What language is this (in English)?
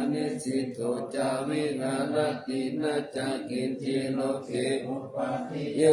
Pali